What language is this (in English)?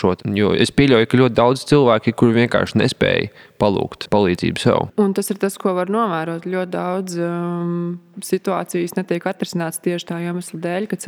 Latvian